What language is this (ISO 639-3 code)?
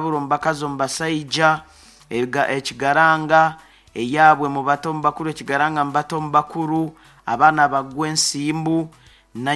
nyo